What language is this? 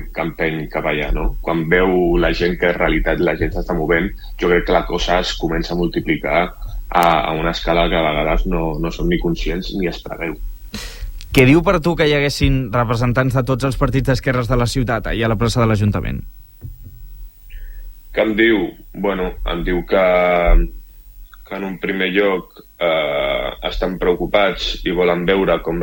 Catalan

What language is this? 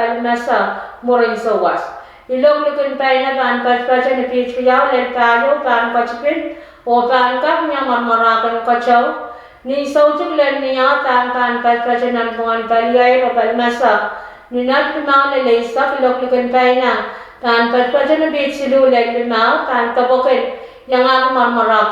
Pohnpeian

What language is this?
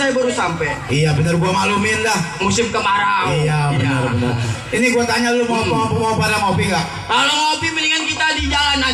Betawi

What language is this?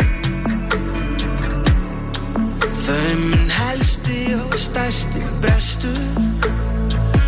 Icelandic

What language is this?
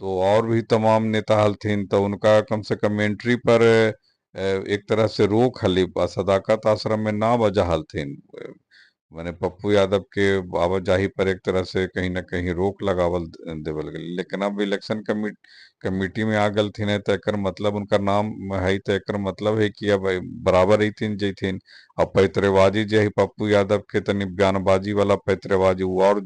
Magahi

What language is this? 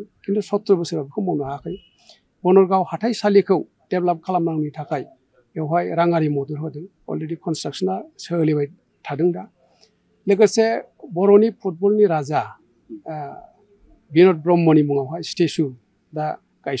Bodo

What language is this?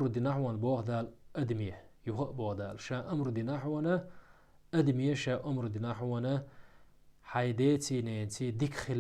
Chechen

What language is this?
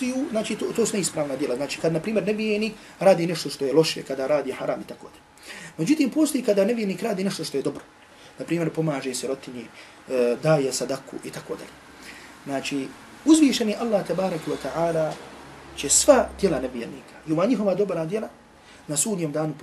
Bosnian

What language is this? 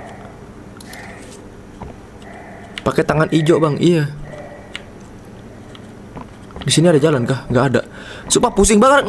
Indonesian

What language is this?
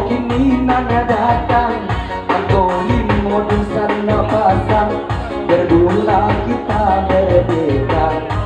Minangkabau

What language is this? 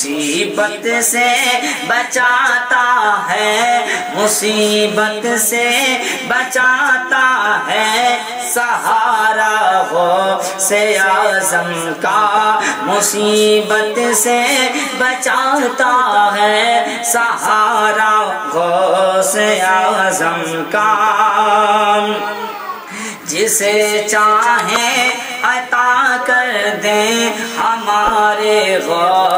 Urdu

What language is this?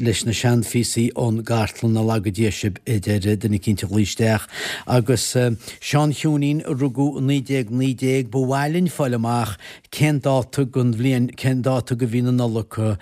Irish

